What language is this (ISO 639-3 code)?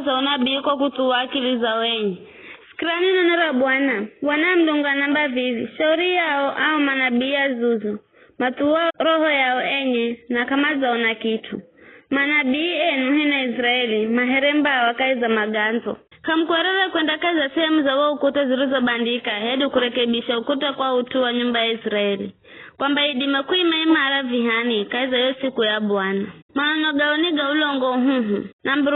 nyf